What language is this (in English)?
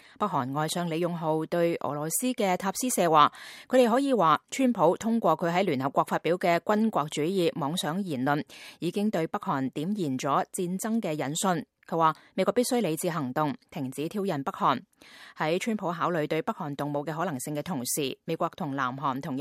Cantonese